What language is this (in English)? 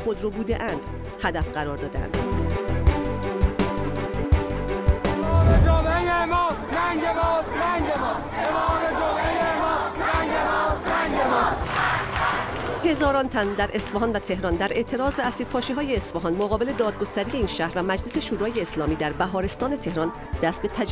Persian